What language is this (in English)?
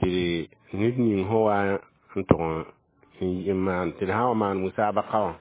Mossi